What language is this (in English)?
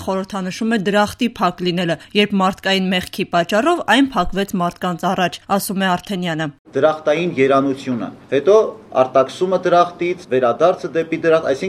Armenian